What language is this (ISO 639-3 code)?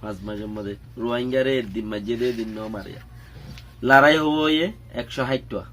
rhg